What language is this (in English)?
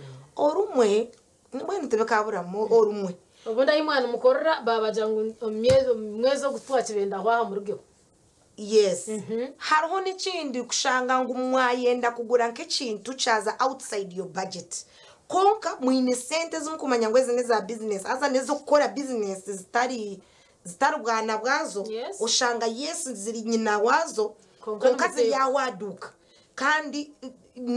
Nyankole